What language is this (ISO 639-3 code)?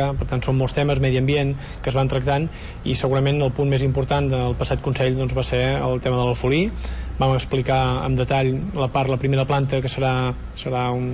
cat